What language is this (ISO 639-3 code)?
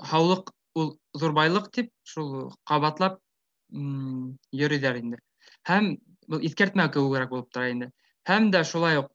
bak